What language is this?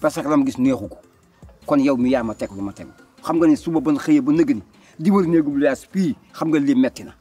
Wolof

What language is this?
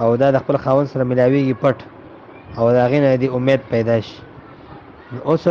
Pashto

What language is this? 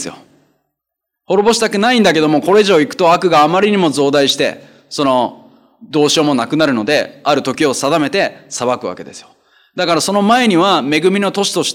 Japanese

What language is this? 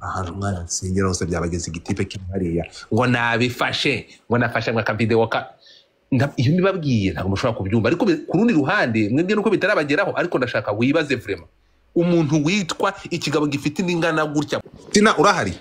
Kinyarwanda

